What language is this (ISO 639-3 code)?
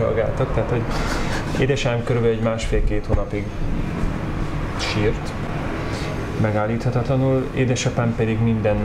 hun